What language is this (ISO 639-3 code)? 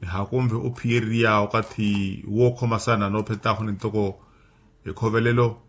vmw